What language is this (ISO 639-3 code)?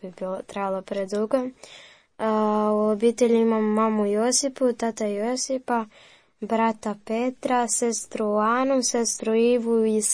hrv